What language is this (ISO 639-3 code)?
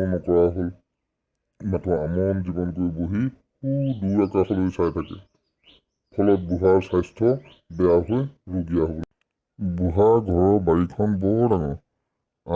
asm